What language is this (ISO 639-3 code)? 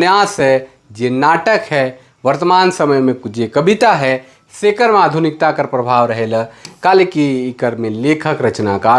sck